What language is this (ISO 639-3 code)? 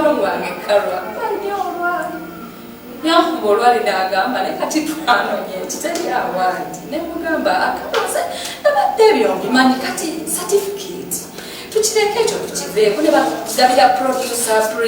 lug